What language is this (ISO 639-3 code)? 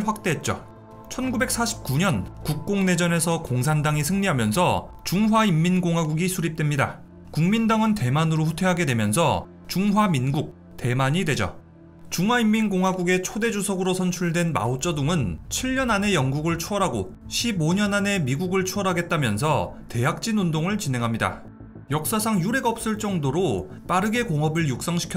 kor